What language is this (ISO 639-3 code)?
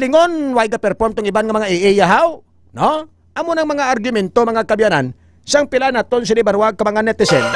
hil